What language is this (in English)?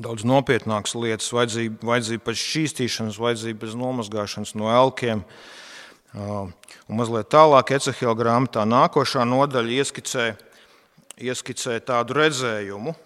Latvian